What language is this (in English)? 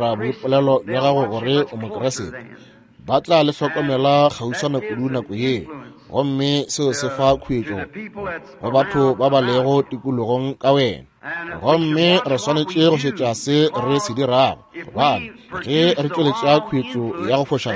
Northern Sotho